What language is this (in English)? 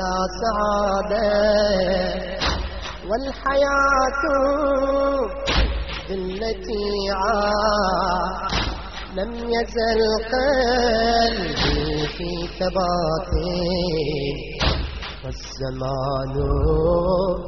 Arabic